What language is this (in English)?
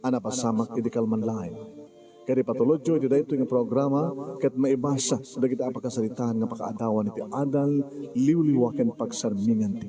Iloko